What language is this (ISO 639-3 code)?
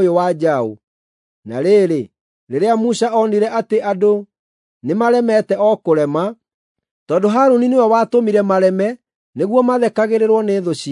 kik